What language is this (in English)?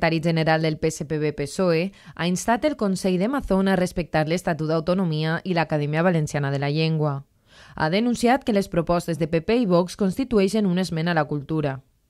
Catalan